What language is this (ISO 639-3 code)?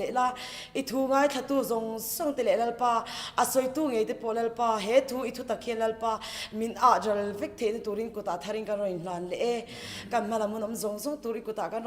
lus